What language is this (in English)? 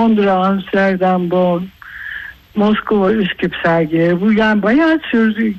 Turkish